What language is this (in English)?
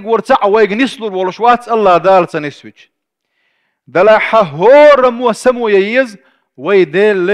Chechen